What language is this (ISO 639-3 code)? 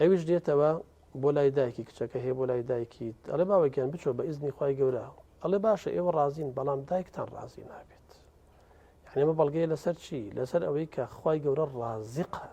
ckb